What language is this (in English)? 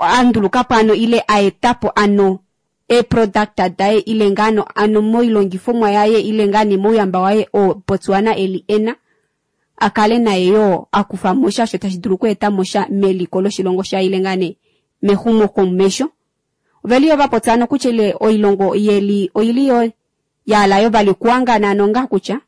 Kuanyama